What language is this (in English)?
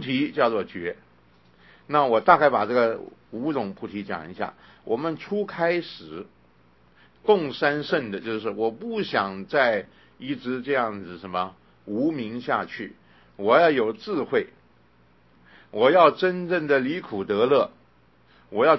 Chinese